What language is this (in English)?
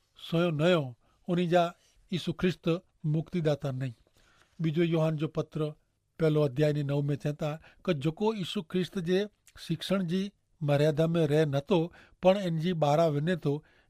Kachhi